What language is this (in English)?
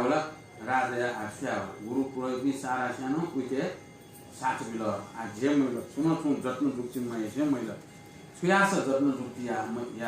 Newari